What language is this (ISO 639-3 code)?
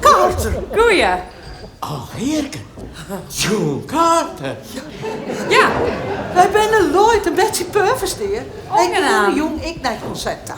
fry